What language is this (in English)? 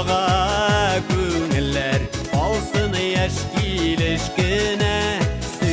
Bashkir